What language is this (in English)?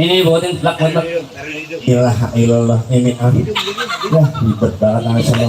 Betawi